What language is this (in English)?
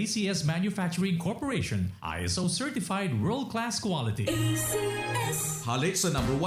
Bikol